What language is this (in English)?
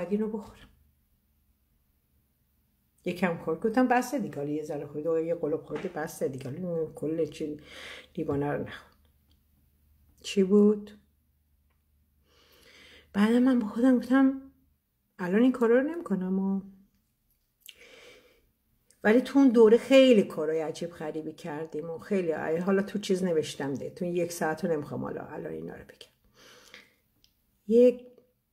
Persian